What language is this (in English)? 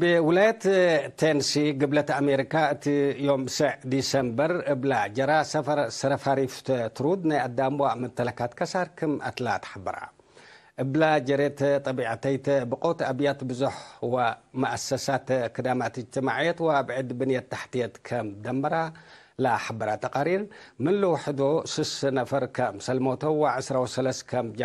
Tigre